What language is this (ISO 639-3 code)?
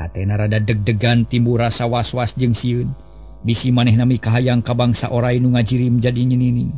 sun